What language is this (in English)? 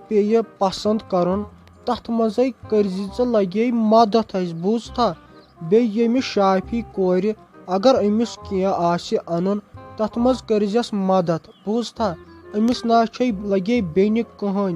Kashmiri